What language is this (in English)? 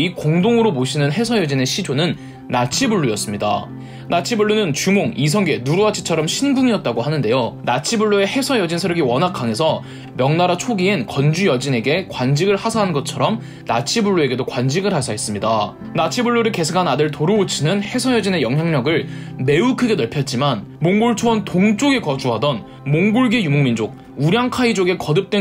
Korean